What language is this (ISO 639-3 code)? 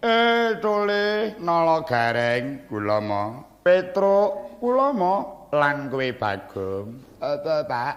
jav